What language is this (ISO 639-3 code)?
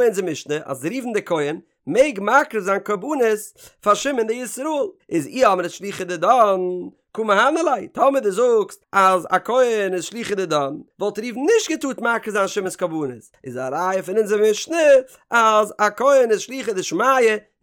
yid